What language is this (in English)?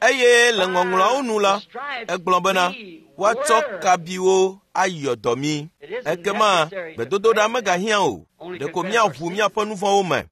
Ewe